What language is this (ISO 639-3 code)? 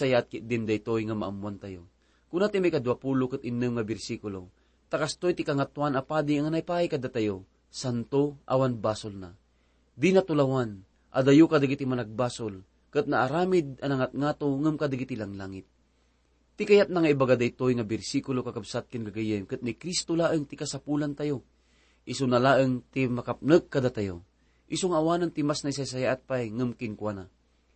ilo